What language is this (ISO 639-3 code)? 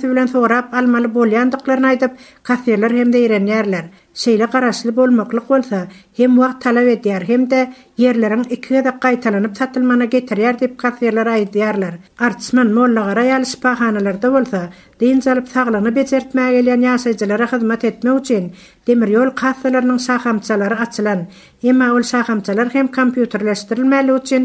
tuk